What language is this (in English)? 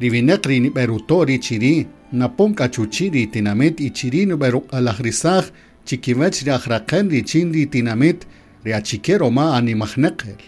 Kaqchikel